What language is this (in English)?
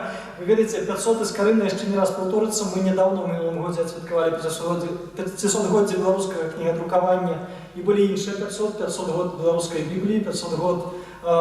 Belarusian